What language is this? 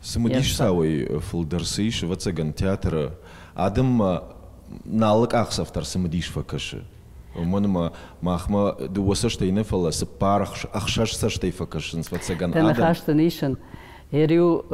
Ossetic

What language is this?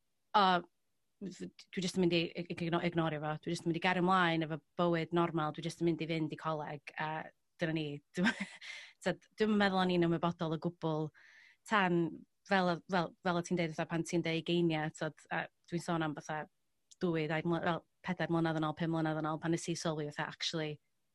Welsh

